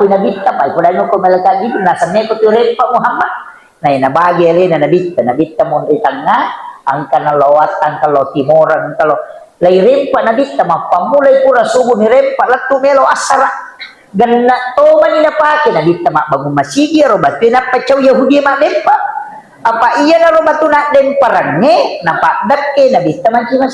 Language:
Buginese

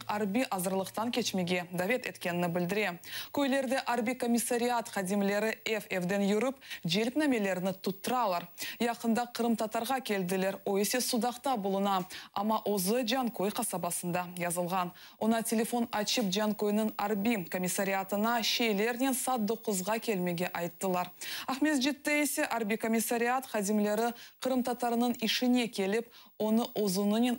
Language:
Crimean Tatar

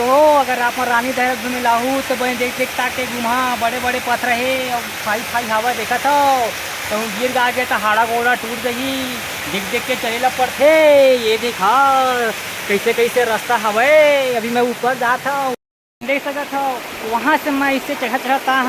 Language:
Chhattisgarhi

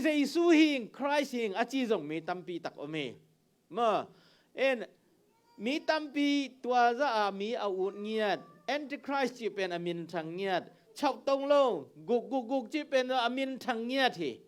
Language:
Tedim Chin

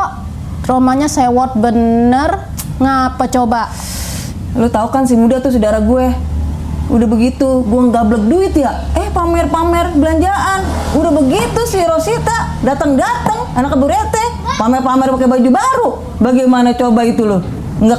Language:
Betawi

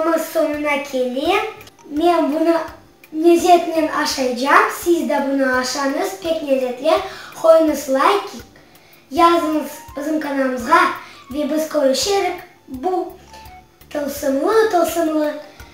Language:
Crimean Tatar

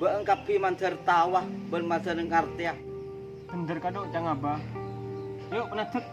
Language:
Madurese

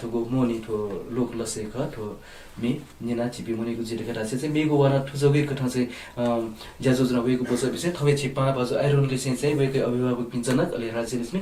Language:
Newari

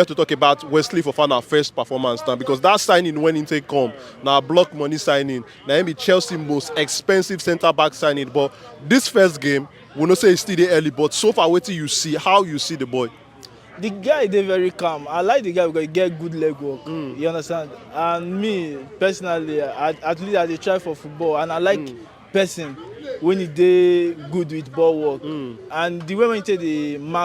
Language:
Nigerian Pidgin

